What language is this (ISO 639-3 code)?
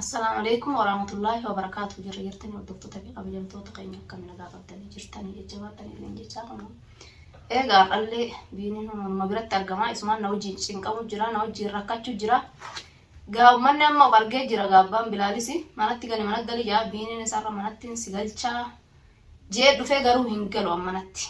orm